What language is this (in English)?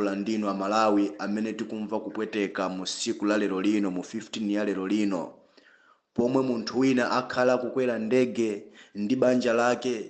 Nyanja